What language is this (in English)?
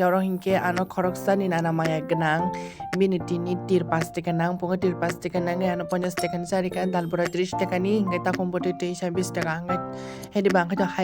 Kok Borok